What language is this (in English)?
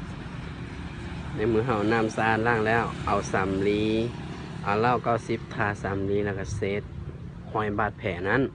Lao